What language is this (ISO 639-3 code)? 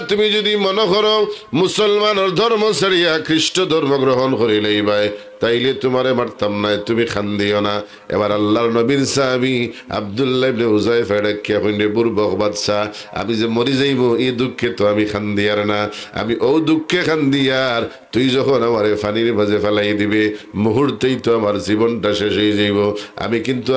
syl